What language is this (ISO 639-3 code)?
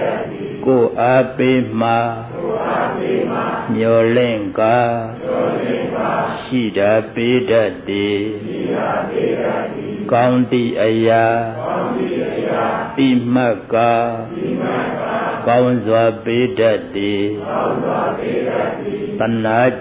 mya